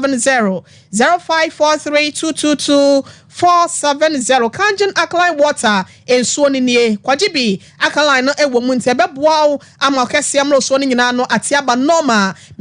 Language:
Akan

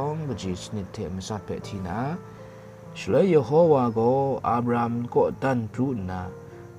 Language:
Kachin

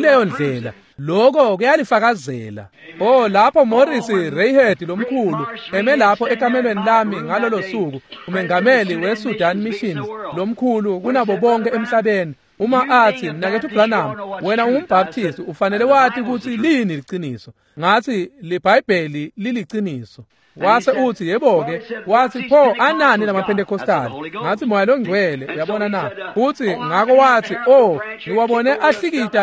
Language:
Swati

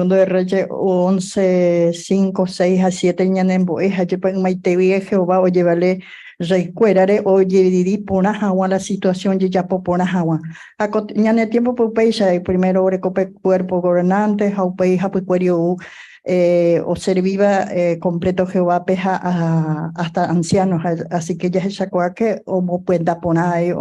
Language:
Guarani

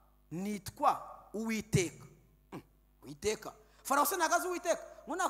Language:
Kinyarwanda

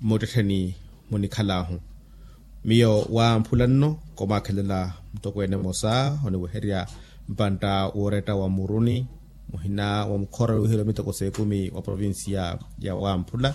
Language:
Makhuwa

